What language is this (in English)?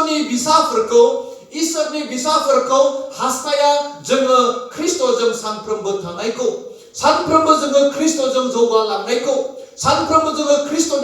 Bodo